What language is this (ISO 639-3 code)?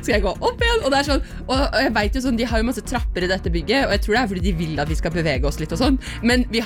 nor